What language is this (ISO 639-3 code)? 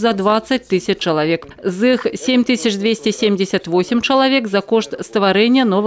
bel